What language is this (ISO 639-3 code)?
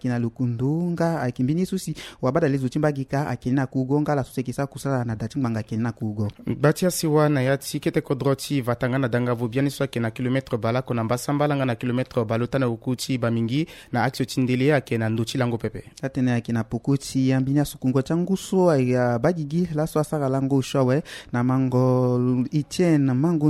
sag